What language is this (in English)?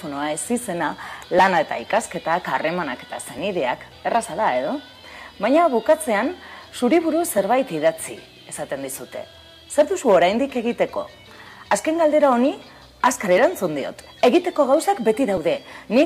Basque